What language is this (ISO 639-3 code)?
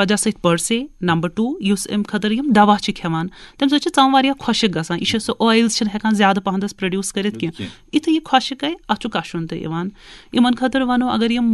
kas